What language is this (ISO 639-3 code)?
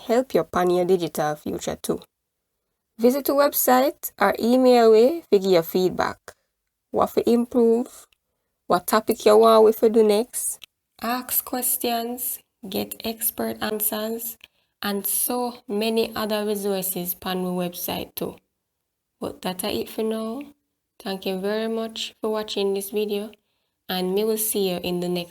jam